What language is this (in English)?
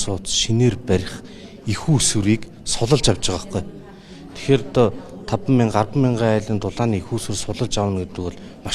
Mongolian